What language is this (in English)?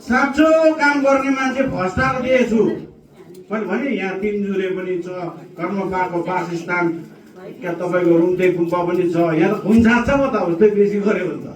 Nepali